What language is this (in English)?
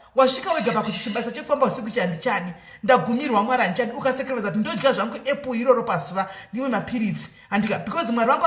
Shona